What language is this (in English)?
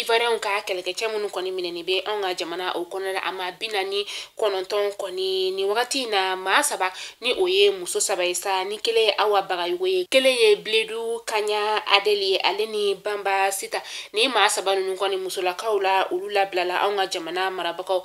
Bambara